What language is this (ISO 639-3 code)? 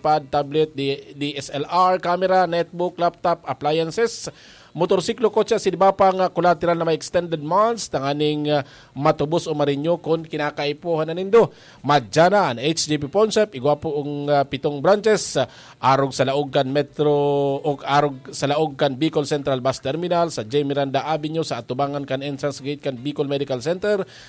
bik